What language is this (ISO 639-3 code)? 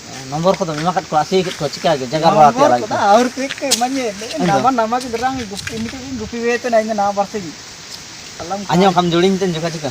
hoc